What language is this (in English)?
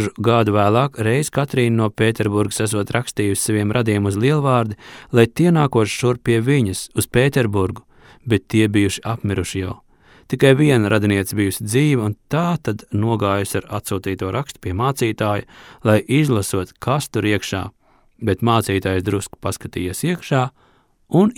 Latvian